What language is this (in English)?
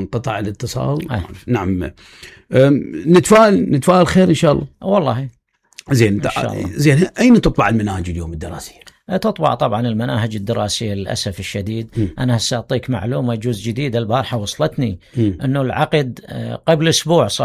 Mesopotamian Arabic